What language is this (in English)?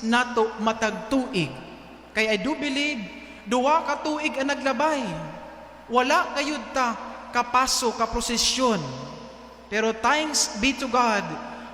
Cebuano